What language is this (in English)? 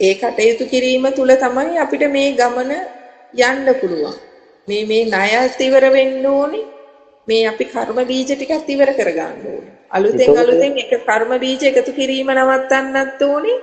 Sinhala